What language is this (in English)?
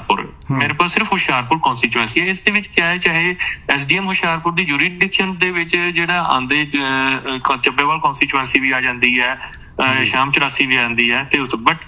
Punjabi